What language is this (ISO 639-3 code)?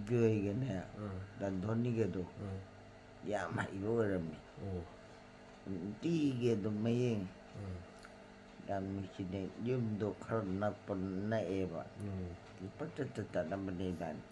mni